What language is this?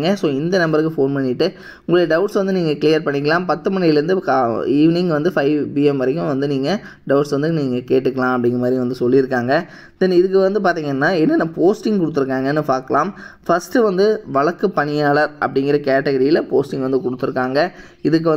Tamil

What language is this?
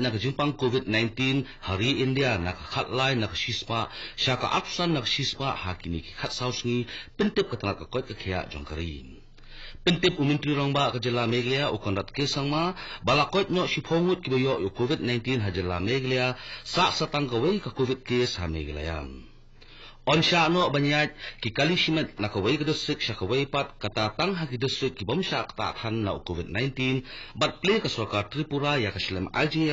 Khasi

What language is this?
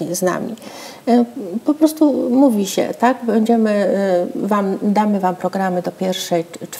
Polish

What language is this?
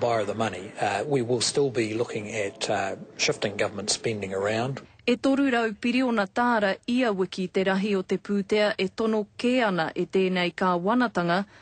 Māori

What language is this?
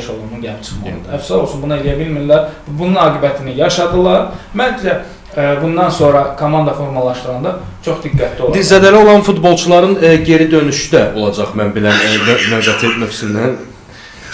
Azerbaijani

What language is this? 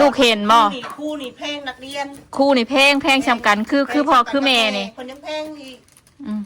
Northeastern Thai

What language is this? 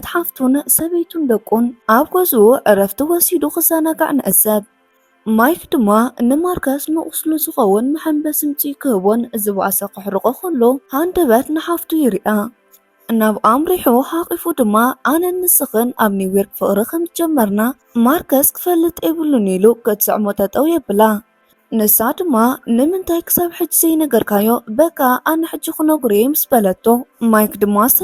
Tigrinya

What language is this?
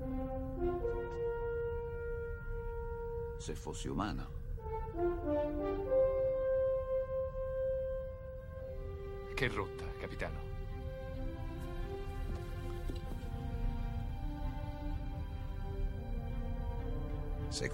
Italian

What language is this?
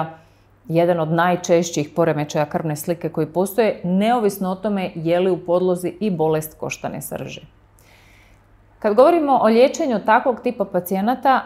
Croatian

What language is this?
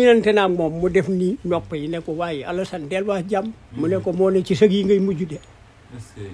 Wolof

